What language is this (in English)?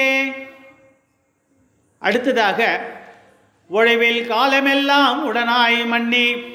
Tamil